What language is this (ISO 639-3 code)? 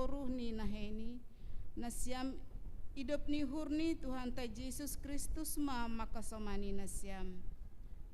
bts